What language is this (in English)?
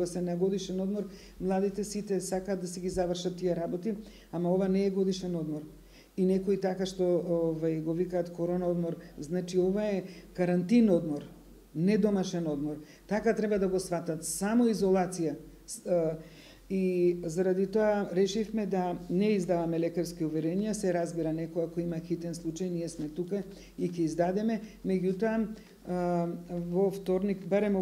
Macedonian